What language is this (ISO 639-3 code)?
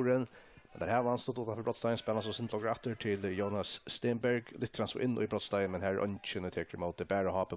fao